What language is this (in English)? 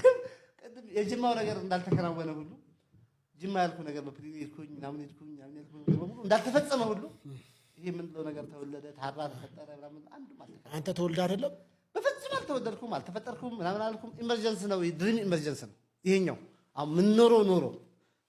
Amharic